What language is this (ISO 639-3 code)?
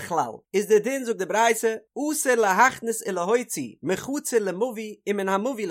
yid